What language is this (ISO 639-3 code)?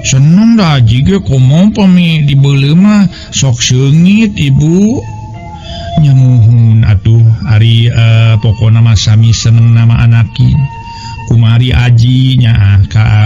sun